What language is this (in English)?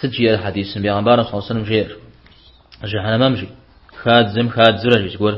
Kabardian